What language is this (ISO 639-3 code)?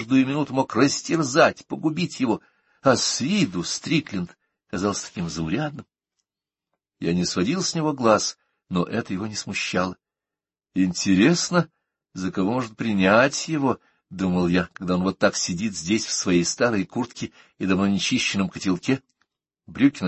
rus